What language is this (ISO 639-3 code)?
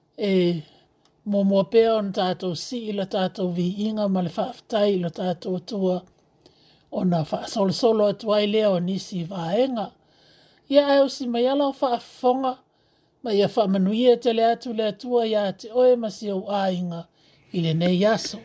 smo